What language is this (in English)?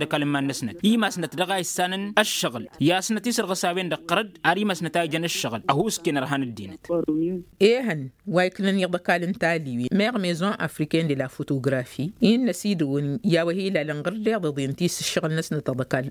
Tamasheq